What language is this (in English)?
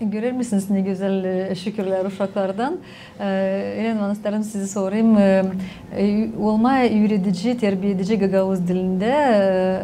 Gagauz